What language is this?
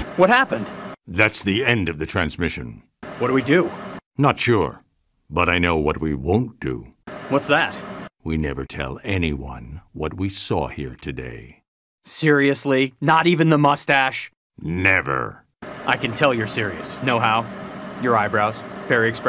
English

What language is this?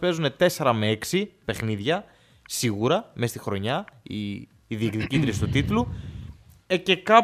Greek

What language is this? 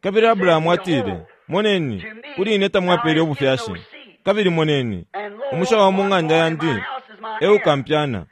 Bemba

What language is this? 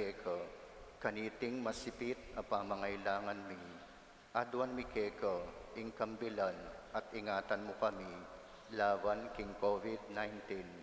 Pampanga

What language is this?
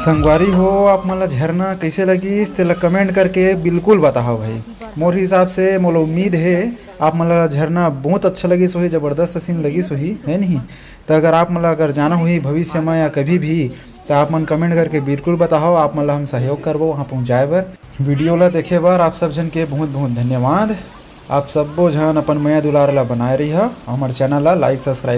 Chhattisgarhi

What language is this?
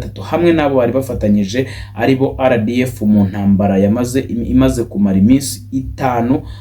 Kinyarwanda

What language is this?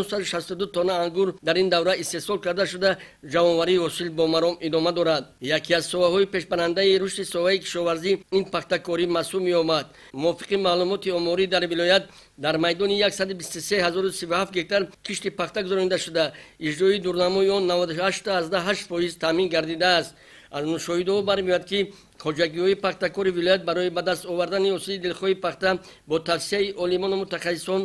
Tajik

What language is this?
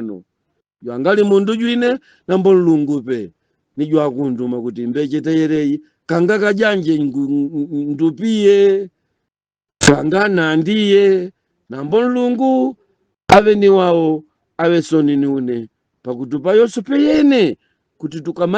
Nyanja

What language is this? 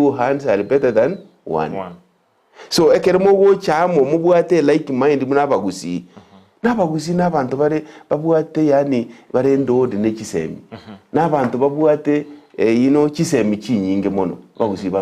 Gusii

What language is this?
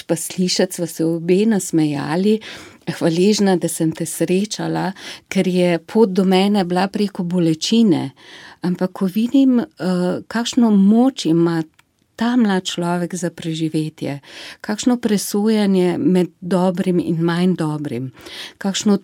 Slovenian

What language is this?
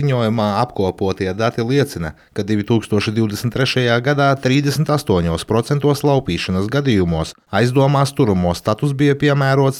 Latvian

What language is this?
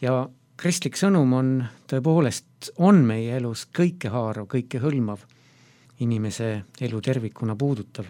Estonian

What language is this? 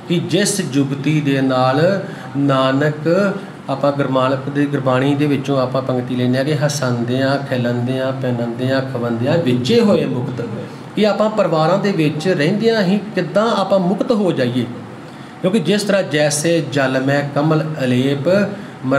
Punjabi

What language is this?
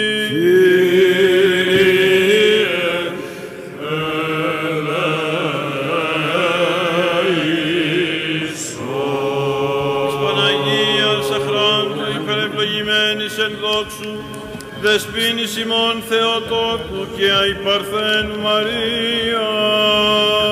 Greek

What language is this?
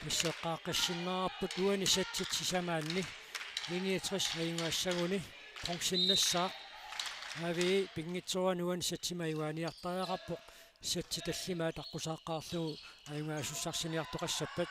Kalaallisut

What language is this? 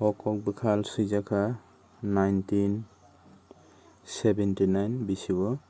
Kok Borok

